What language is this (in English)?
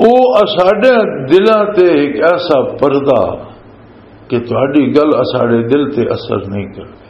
Western Panjabi